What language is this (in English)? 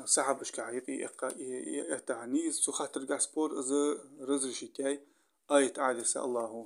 Ingush